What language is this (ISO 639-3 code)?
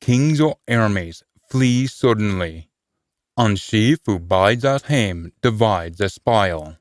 sco